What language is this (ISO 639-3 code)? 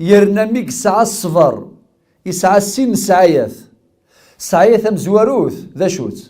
kab